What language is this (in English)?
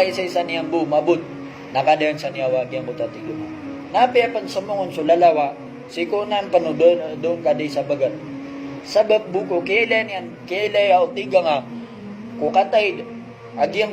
Maranao